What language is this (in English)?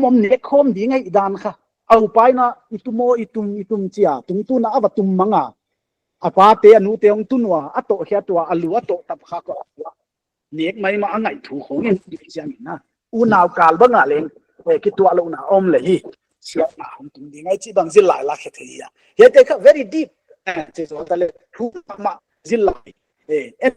Paite Chin